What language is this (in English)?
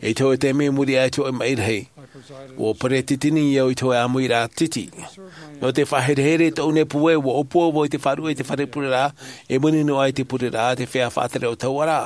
Tahitian